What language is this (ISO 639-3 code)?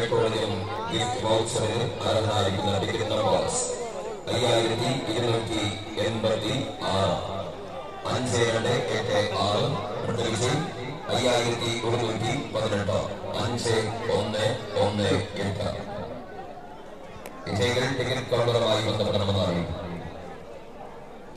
mal